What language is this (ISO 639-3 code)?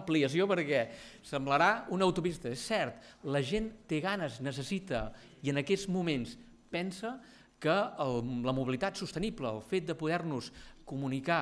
cat